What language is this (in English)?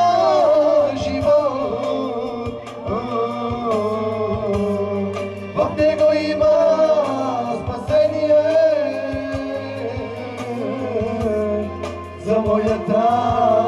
Bulgarian